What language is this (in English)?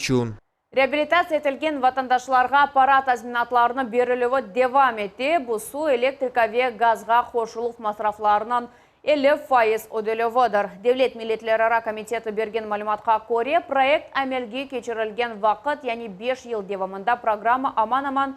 Crimean Tatar